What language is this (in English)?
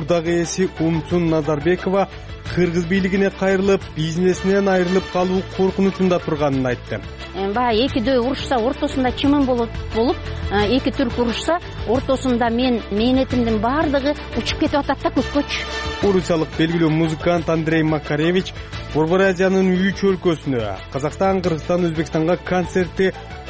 Kyrgyz